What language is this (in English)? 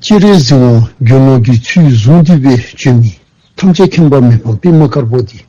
Dzongkha